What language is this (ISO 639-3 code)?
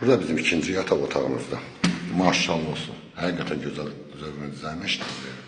aze